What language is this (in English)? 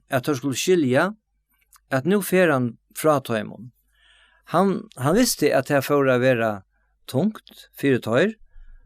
Faroese